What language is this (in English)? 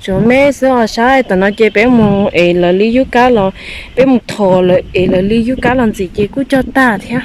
Hmong